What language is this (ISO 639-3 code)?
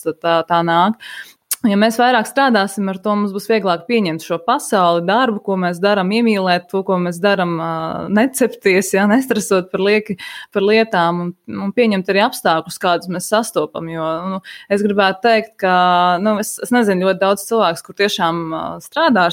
lav